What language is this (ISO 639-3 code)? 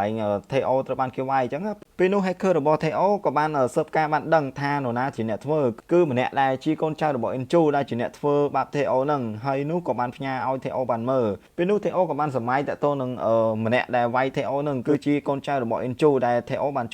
khm